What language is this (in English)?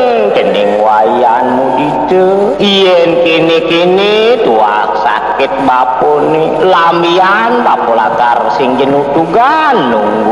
Balinese